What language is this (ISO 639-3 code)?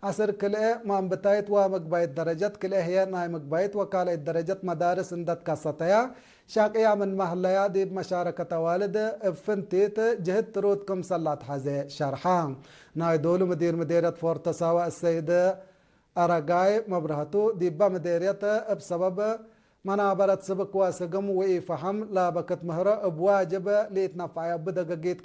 tig